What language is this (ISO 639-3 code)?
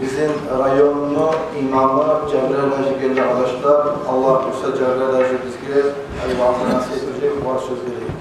kum